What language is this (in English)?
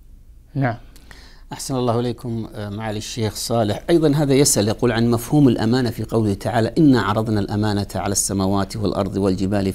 Arabic